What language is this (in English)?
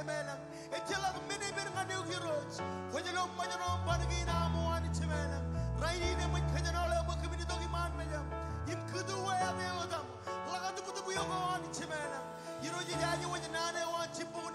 Marshallese